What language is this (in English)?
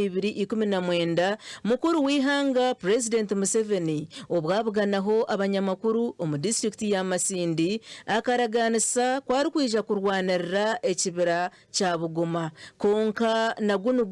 Nyankole